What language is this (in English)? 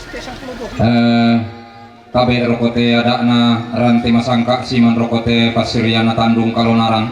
Toraja-Sa'dan